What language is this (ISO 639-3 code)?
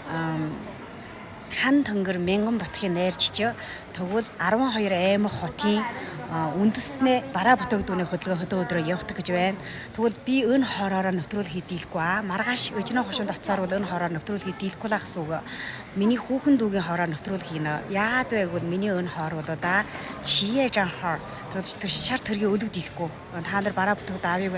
mon